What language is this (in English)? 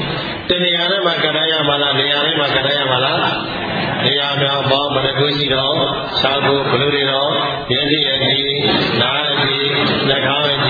Burmese